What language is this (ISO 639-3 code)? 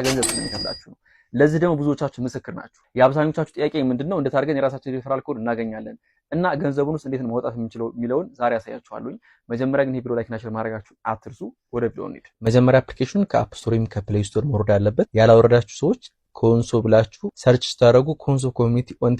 amh